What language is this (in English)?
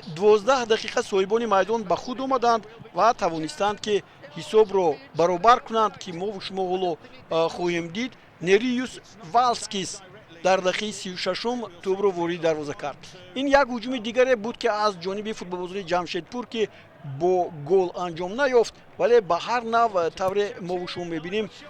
Tajik